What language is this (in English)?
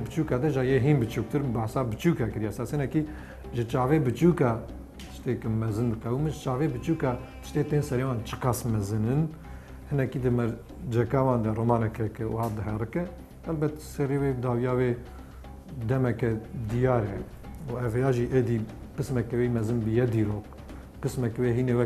Kurdish